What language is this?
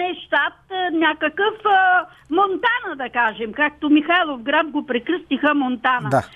Bulgarian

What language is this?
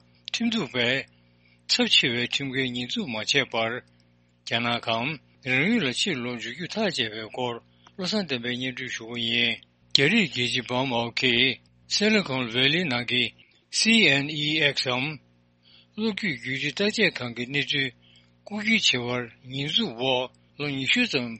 Tibetan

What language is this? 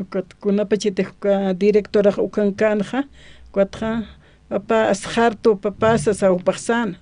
Aymara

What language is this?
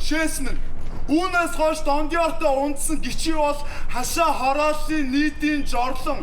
Mongolian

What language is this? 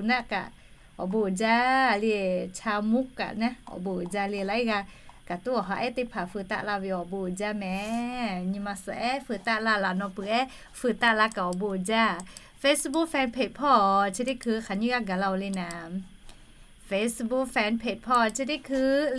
Lahu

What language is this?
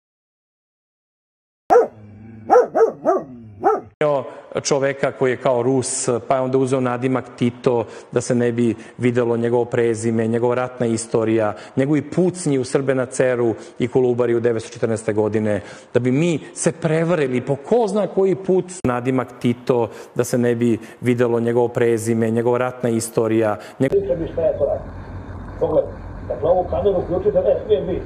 Serbian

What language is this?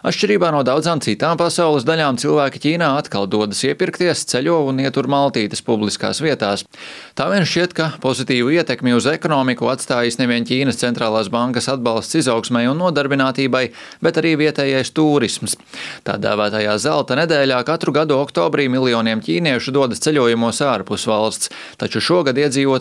Latvian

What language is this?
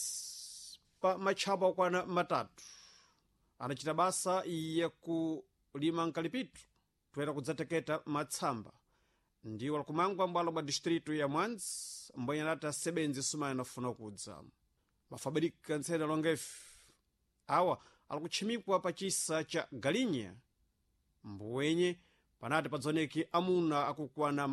Sena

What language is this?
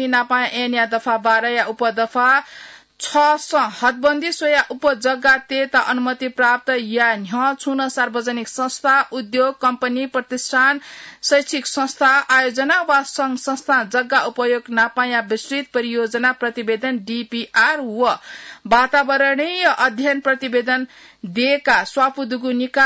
Newari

